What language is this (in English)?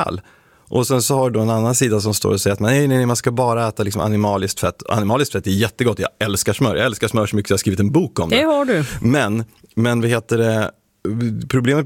Swedish